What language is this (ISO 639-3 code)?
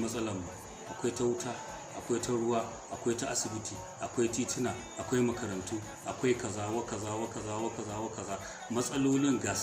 hau